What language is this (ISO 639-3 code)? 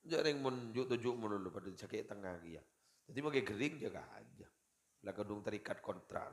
mad